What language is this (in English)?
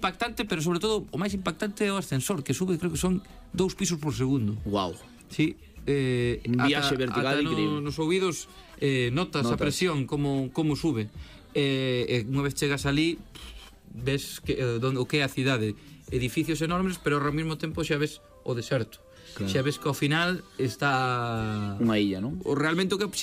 Galician